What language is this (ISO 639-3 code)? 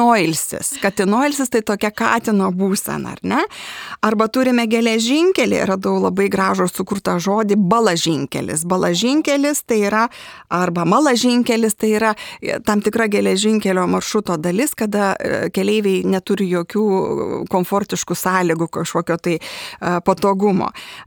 lit